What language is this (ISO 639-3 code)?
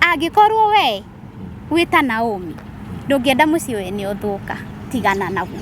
kik